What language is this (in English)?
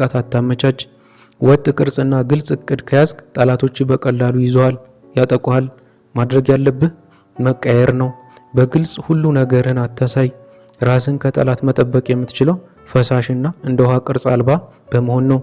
Amharic